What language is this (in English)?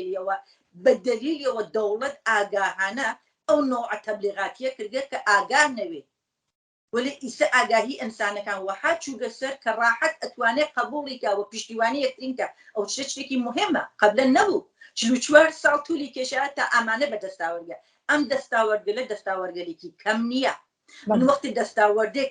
Central Kurdish